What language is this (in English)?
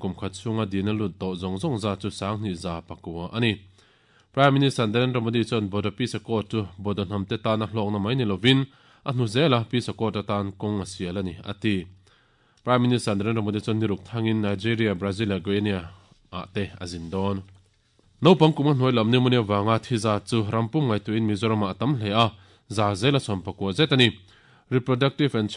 Mizo